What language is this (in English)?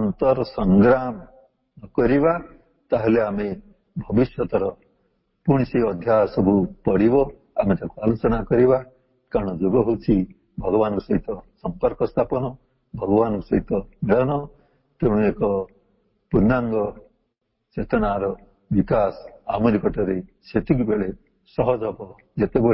Odia